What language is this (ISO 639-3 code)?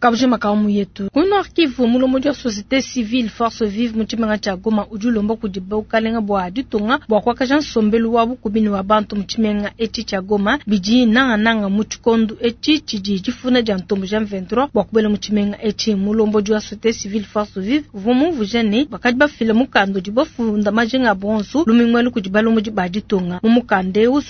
lua